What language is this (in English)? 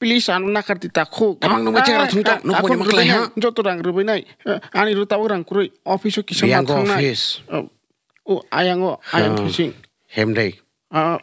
Kok Borok